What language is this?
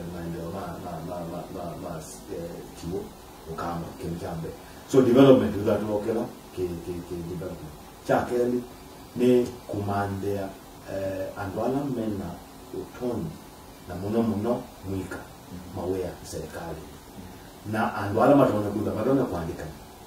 Kamba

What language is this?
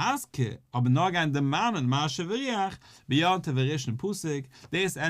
Yiddish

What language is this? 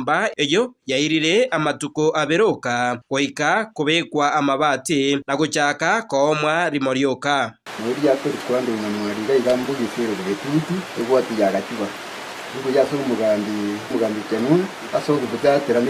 Gusii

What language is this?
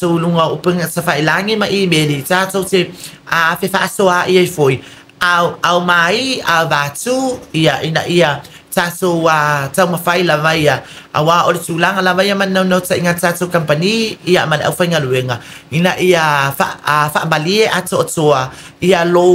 Samoan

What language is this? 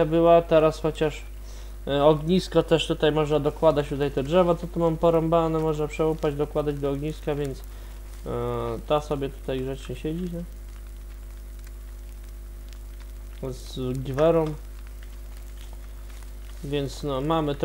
Polish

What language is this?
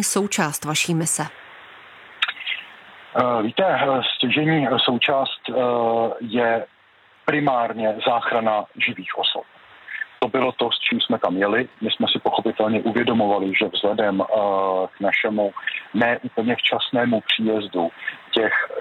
Czech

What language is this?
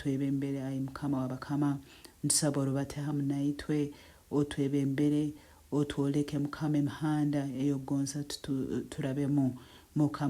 Tooro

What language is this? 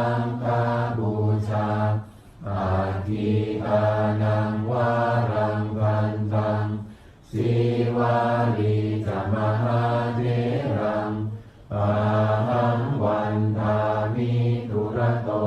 Pali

